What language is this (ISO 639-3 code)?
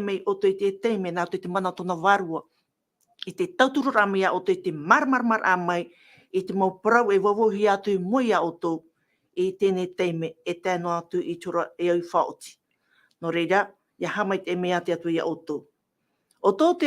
tah